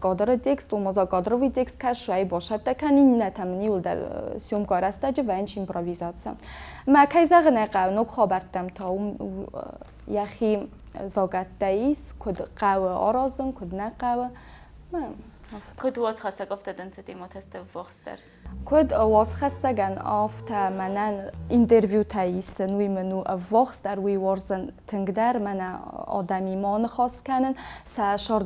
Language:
Ossetic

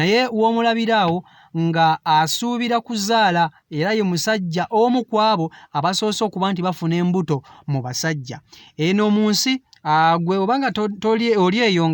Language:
Ganda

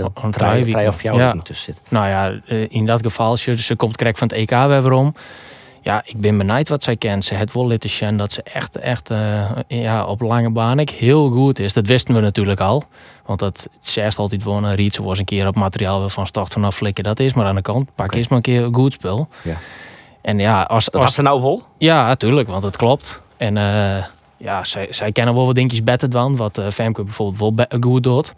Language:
Western Frisian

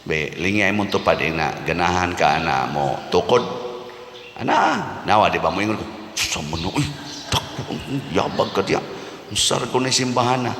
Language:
Cebuano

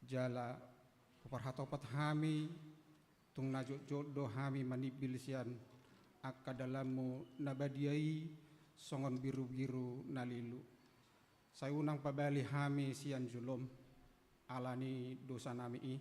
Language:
Batak Toba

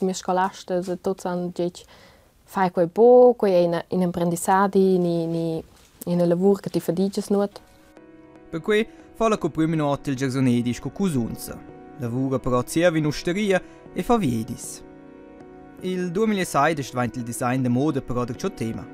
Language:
Romansh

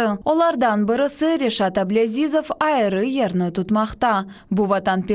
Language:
Crimean Tatar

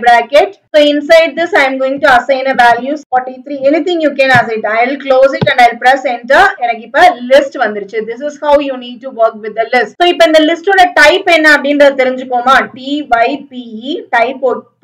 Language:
Tamil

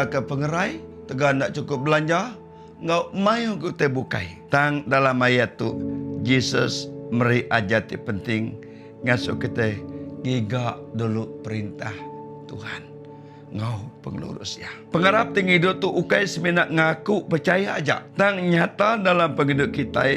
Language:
Iban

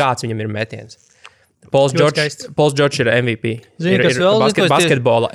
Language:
Latvian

